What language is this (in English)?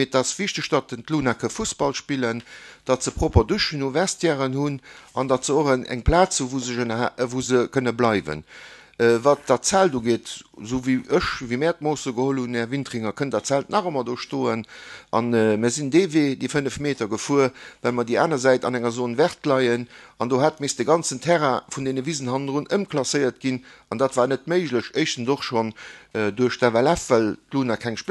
Luxembourgish